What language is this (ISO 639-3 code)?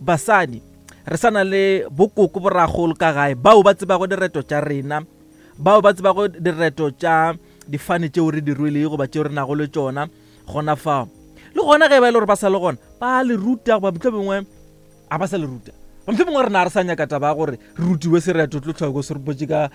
nso